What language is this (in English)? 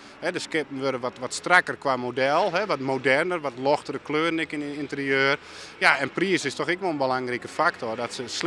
Western Frisian